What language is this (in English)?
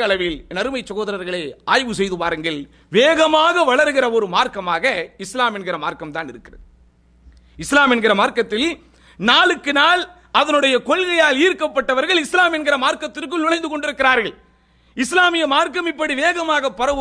Tamil